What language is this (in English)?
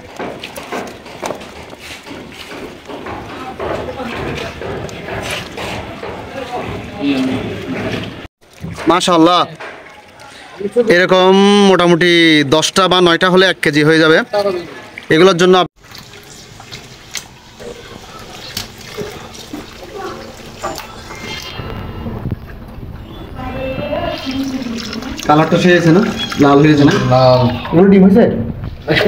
Bangla